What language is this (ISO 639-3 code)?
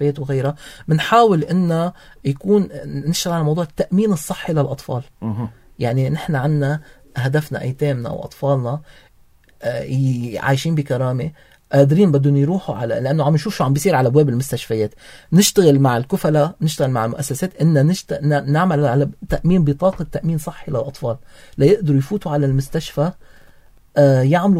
apc